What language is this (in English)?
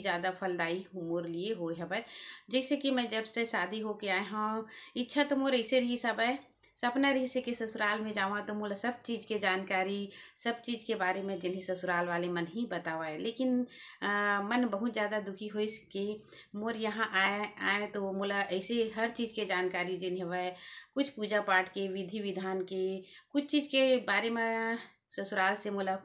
Chhattisgarhi